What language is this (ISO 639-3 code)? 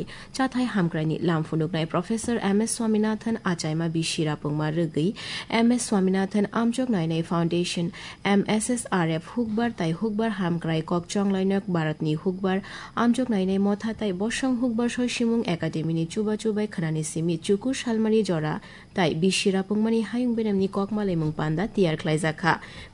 trp